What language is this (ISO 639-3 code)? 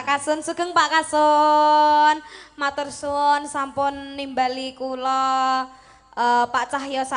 jav